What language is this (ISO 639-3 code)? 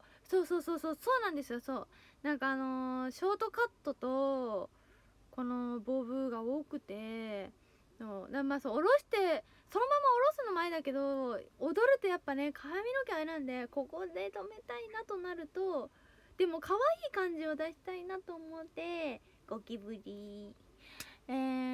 jpn